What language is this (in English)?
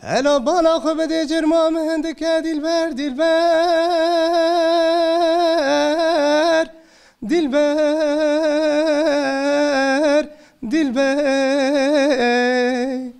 Kurdish